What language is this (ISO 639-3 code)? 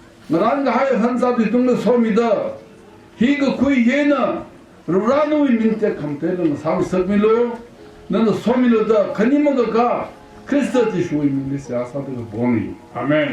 nmf